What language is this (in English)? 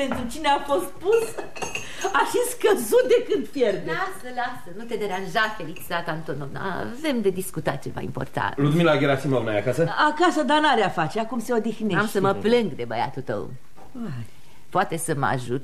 Romanian